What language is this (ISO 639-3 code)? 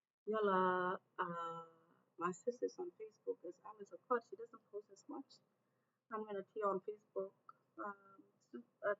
ach